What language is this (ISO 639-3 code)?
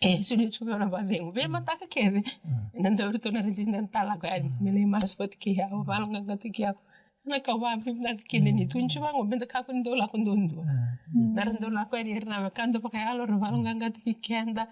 fij